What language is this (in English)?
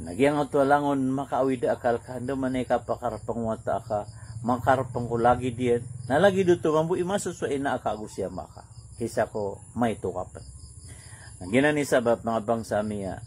Maranao